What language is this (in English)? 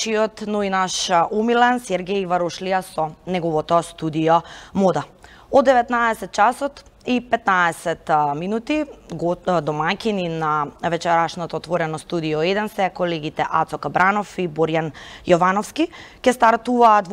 Macedonian